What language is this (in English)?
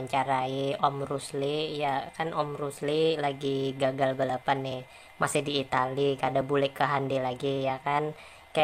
Banjar